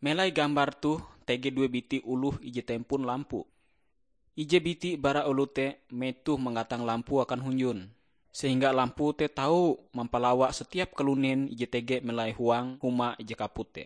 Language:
Ngaju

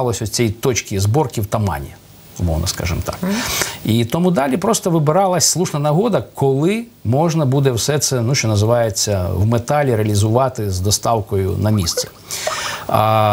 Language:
Ukrainian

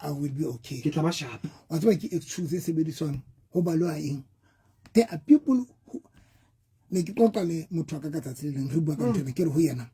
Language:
Southern Sotho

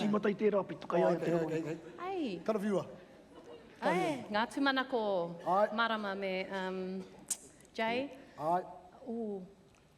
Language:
Māori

